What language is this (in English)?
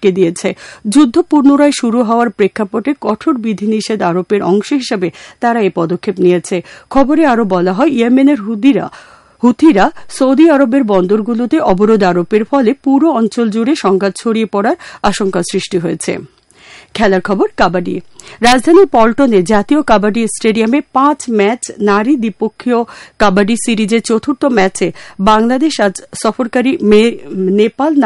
Bangla